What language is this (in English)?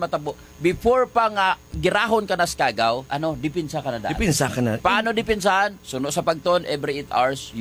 Hiligaynon